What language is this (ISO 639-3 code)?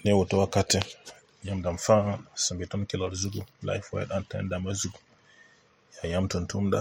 mos